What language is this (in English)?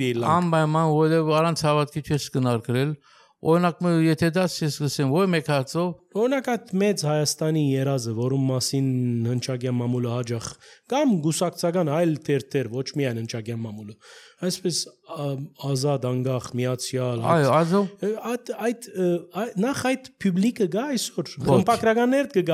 Armenian